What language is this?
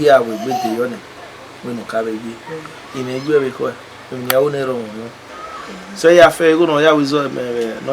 Bini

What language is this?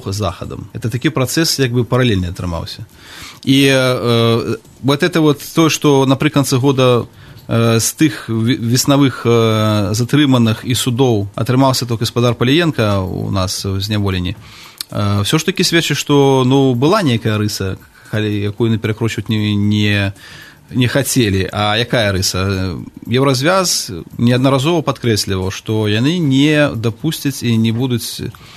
Belarusian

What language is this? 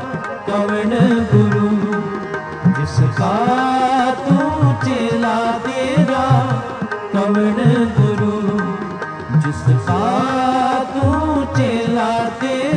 Hindi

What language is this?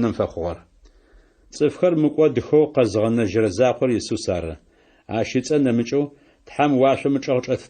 Adyghe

